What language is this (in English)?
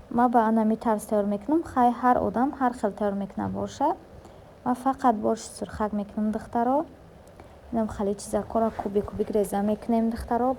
Tajik